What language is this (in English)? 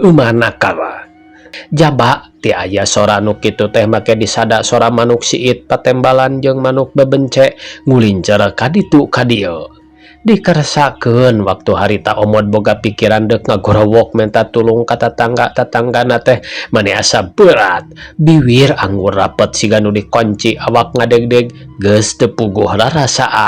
Sundanese